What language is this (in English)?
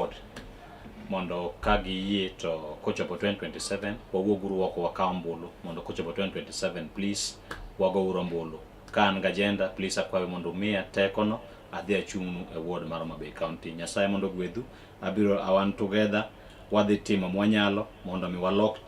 Luo (Kenya and Tanzania)